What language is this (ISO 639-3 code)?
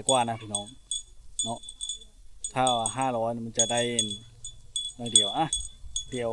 lao